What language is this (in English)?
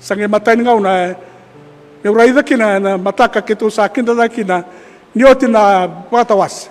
Fijian